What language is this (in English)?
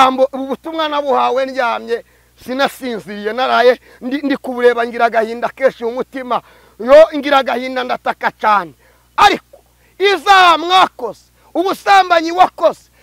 Kinyarwanda